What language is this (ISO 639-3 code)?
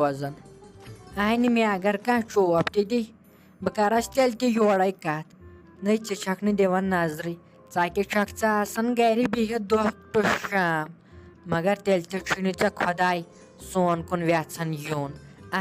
kas